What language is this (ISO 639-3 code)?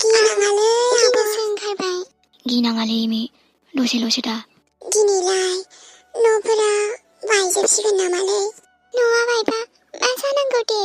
brx